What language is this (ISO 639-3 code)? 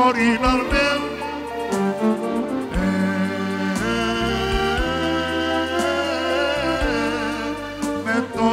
ron